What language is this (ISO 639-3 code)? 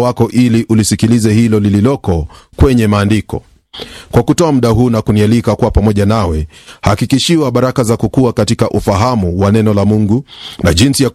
swa